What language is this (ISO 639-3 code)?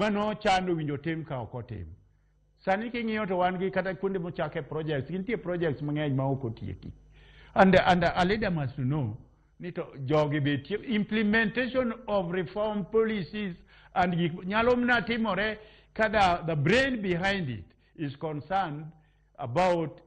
luo